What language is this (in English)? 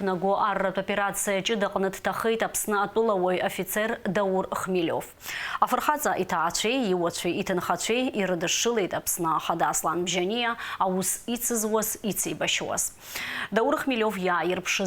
Abkhazian